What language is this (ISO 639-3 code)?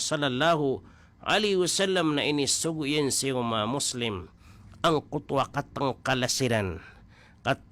mrw